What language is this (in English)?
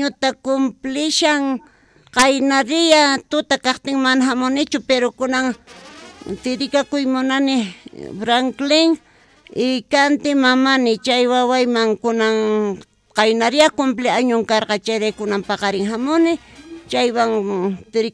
South Bolivian Quechua